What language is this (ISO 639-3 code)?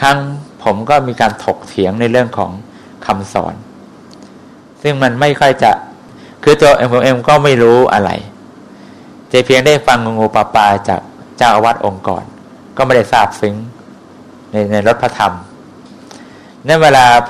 tha